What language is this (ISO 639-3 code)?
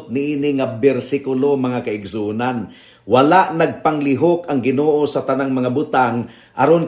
ceb